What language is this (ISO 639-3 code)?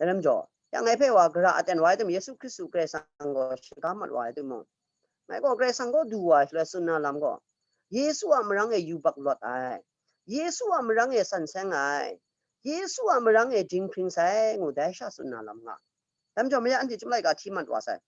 kac